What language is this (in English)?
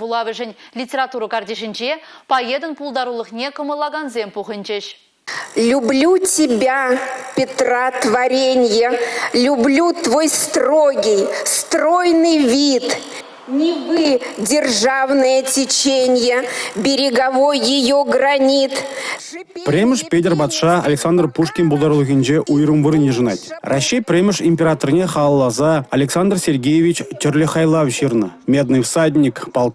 Chuvash